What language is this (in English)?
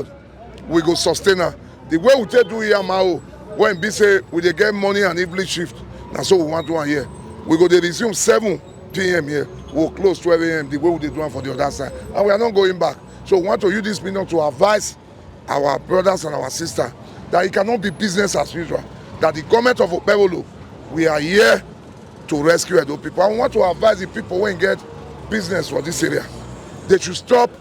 Nigerian Pidgin